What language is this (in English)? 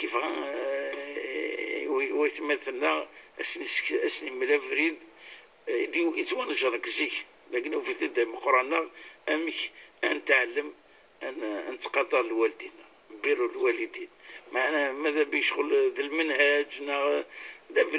Kabyle